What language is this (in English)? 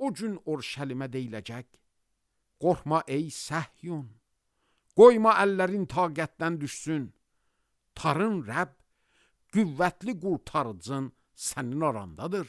Azerbaijani